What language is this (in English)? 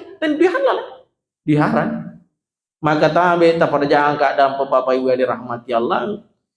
Buginese